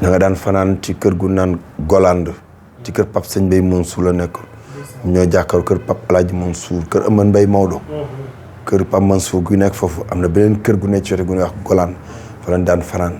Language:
Wolof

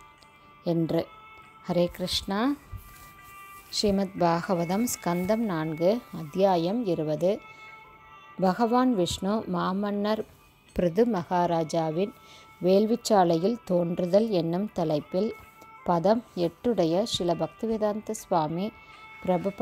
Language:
Tamil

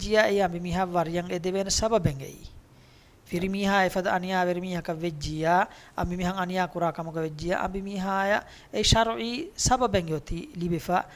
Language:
Divehi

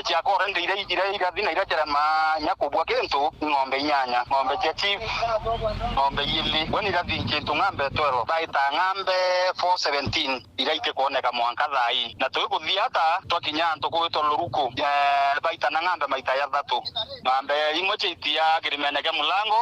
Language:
Meru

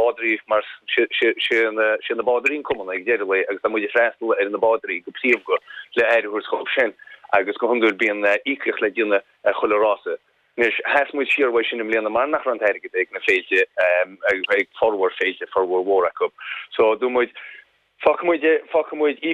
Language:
Irish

